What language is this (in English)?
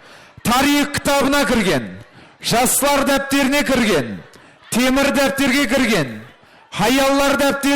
Kara-Kalpak